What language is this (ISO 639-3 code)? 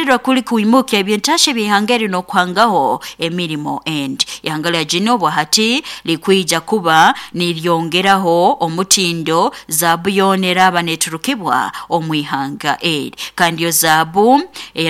nyo